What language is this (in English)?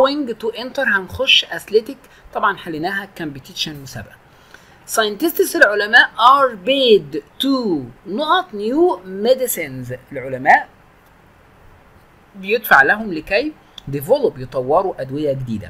Egyptian Arabic